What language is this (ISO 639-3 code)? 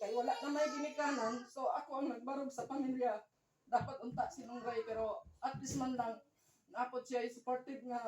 ceb